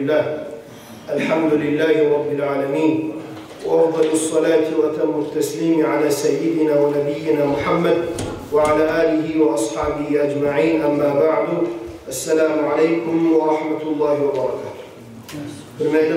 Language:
Kumyk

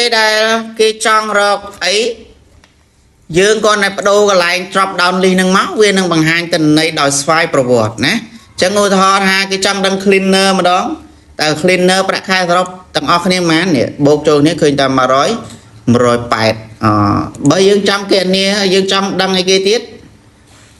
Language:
Khmer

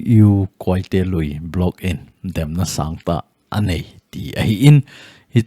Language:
Thado Chin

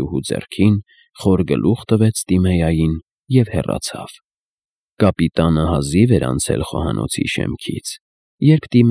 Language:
Armenian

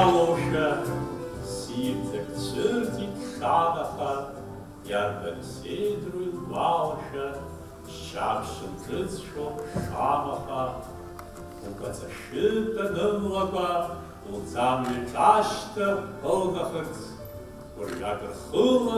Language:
Abkhazian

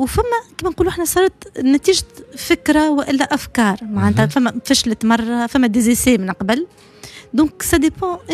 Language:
Tunisian Arabic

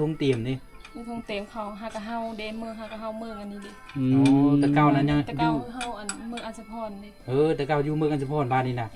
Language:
Lao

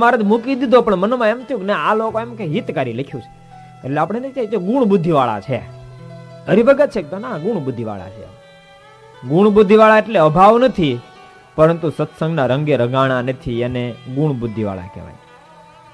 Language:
Gujarati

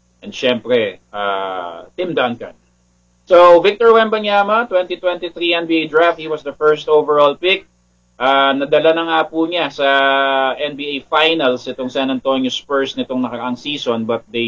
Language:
Filipino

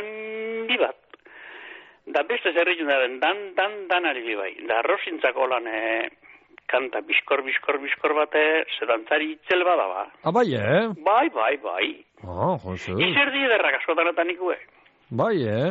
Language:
Basque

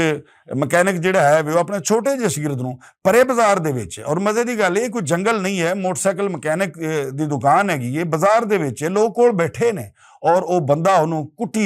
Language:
Western Panjabi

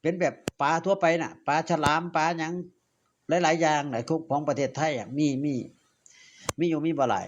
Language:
Northeastern Thai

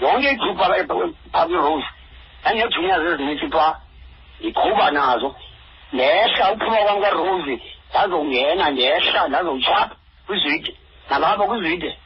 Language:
Xhosa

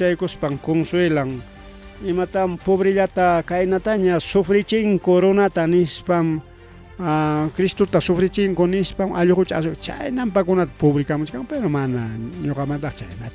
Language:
Ayacucho Quechua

